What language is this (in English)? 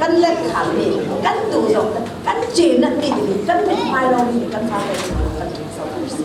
Falam Chin